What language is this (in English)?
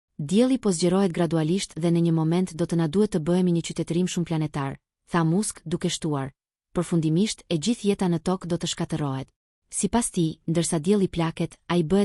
Albanian